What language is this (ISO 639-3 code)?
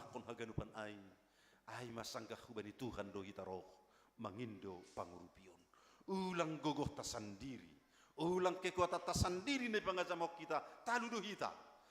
bts